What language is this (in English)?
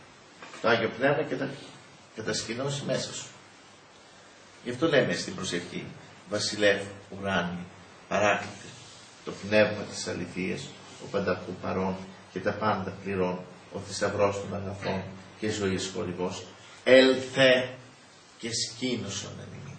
Greek